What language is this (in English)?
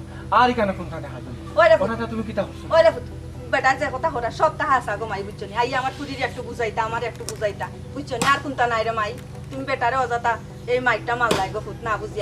Sylheti